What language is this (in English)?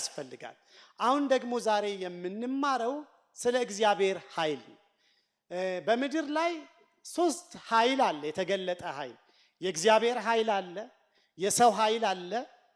Amharic